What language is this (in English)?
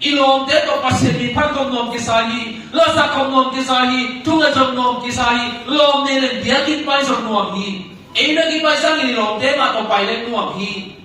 Tedim Chin